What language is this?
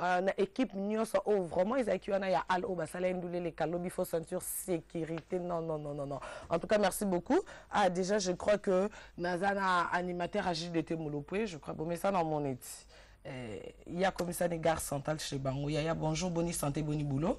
Lingala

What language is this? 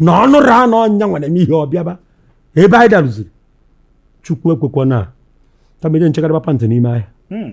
Igbo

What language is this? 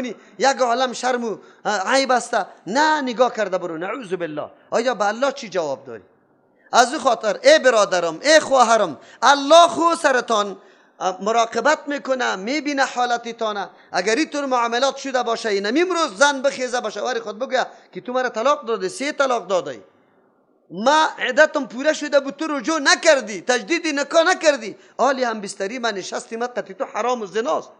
Persian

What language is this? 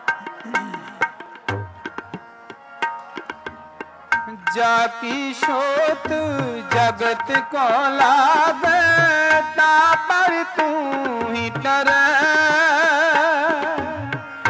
Punjabi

